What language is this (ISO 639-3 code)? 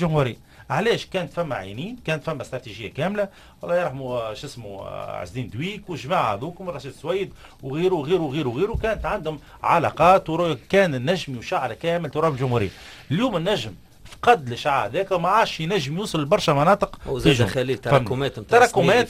aeb